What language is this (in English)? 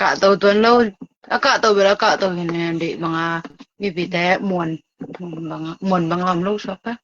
Tedim Chin